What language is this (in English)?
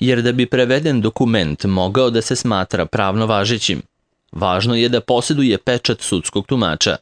Serbian